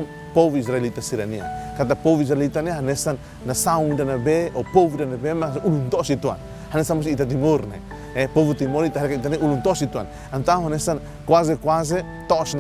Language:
Tetum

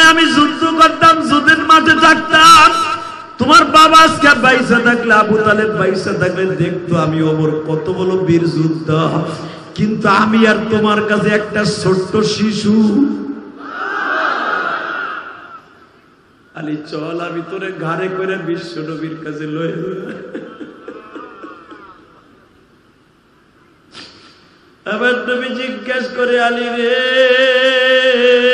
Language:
Bangla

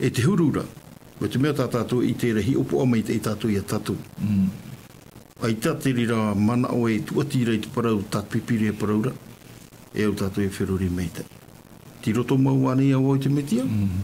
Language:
Tahitian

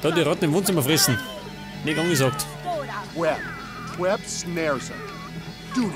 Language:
Bavarian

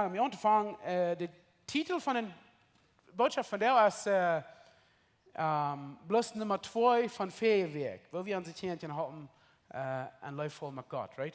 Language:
Plautdietsch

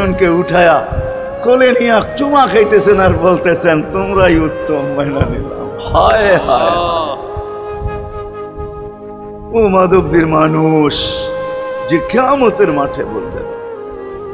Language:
Bangla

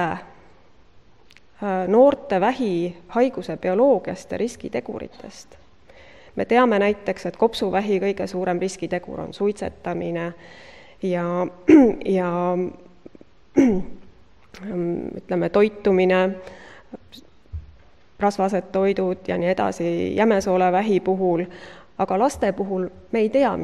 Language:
Estonian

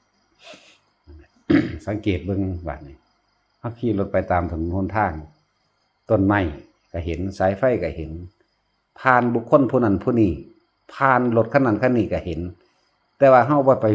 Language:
Northeastern Thai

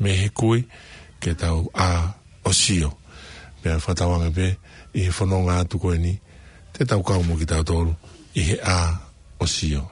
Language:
Tongan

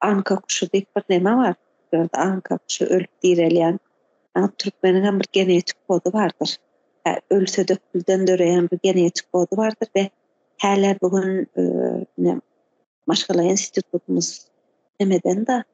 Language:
Turkmen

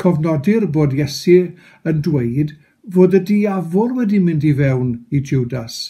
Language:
Welsh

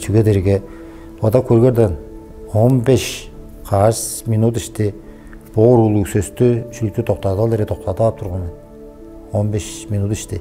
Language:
Tuvinian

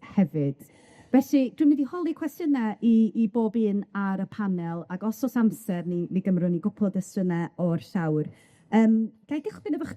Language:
Welsh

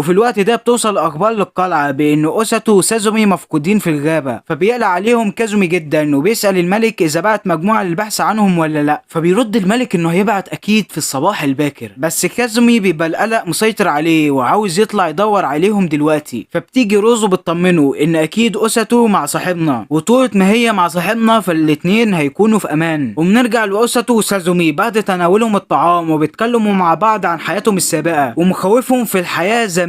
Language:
Egyptian Arabic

